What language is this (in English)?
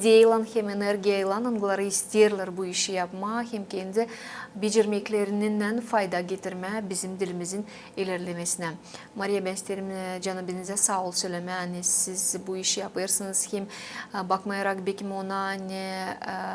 Gagauz